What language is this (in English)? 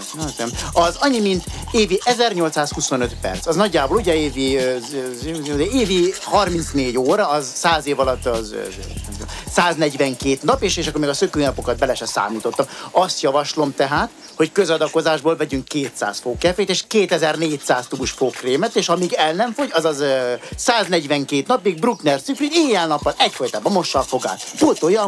Hungarian